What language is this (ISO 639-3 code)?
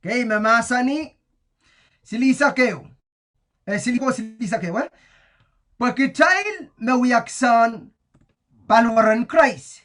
pon